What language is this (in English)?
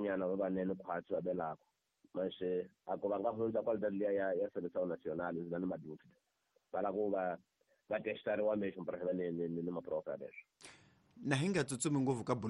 Tsonga